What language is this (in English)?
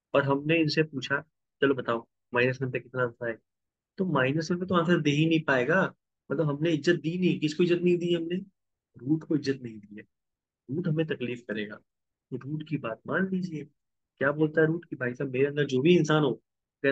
Hindi